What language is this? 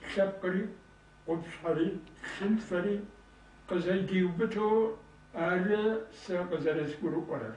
Kabardian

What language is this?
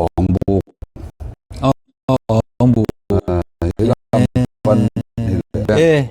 Tedim Chin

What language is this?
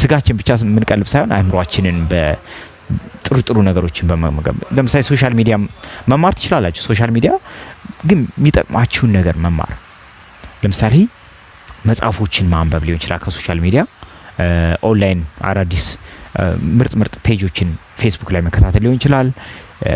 Amharic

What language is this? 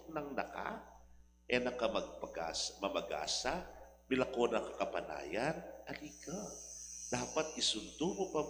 Pampanga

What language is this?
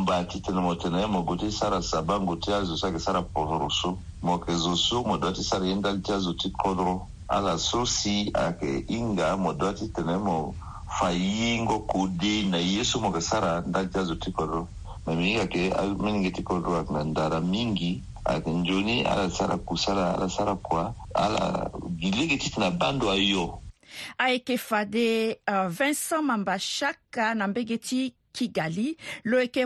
Sango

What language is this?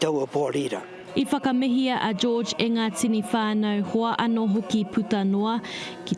Māori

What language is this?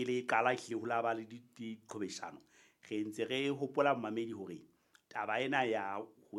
Southern Sotho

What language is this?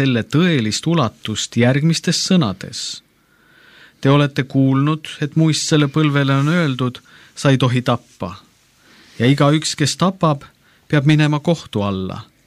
Estonian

